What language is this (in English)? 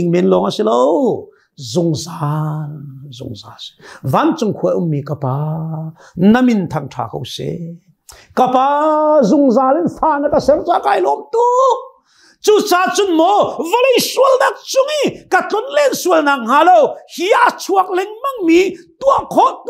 Hakha Chin